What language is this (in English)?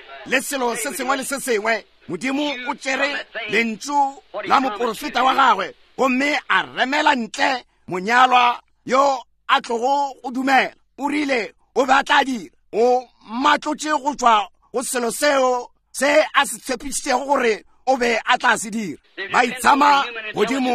Northern Sotho